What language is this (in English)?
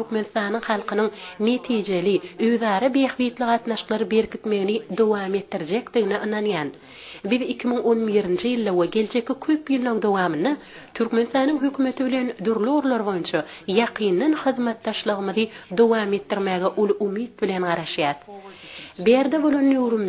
Turkmen